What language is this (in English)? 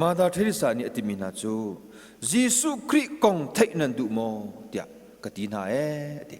Hakha Chin